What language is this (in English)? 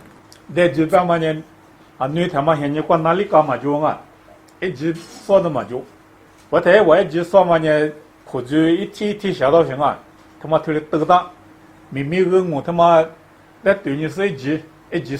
Lisu